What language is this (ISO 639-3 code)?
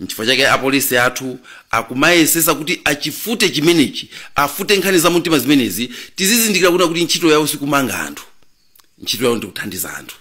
nya